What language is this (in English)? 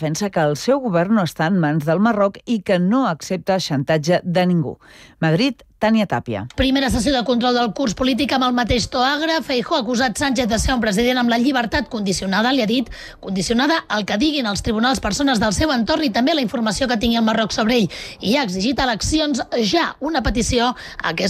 Catalan